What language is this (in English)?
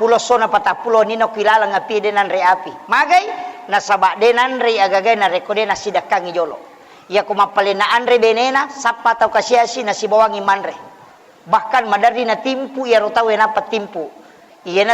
Buginese